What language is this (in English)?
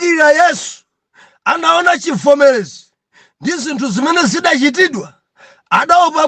Nyanja